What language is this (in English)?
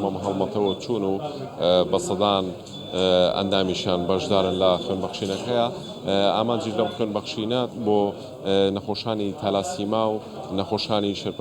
Central Kurdish